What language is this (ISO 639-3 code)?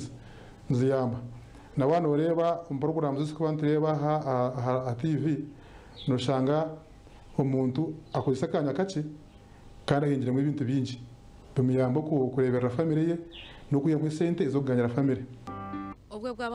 nyn